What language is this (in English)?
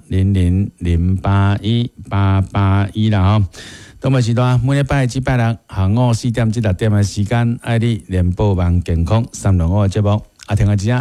Min Nan Chinese